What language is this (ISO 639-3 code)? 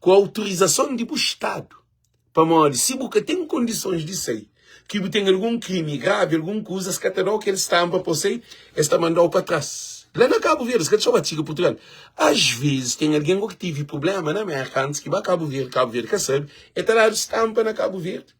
kea